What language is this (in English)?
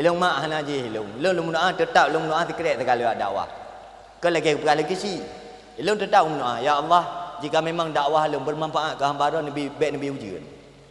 Achinese